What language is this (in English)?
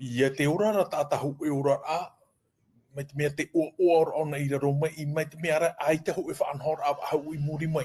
Tahitian